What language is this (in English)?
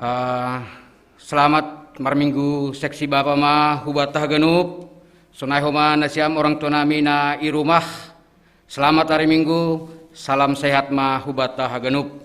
Batak Simalungun